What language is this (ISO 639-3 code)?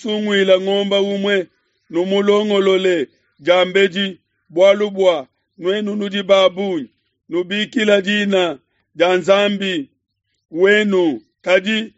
lua